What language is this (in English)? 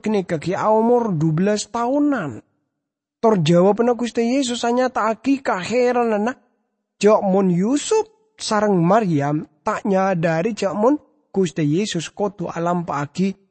Madurese